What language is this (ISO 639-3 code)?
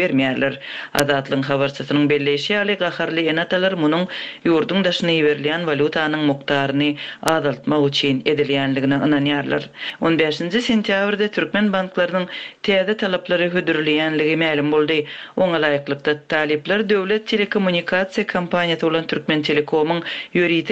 tuk